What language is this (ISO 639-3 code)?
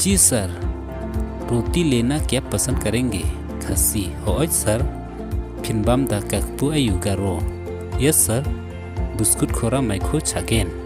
kha